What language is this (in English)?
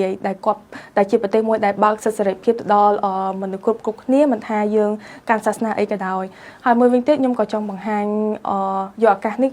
Khmer